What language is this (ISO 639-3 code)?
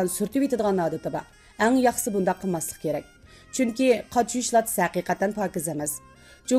uig